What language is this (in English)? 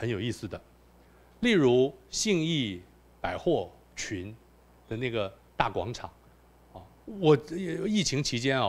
Chinese